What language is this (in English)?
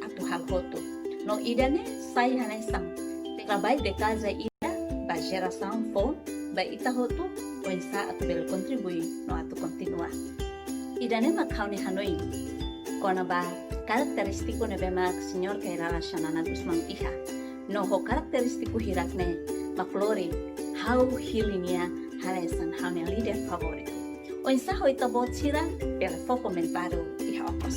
Tetum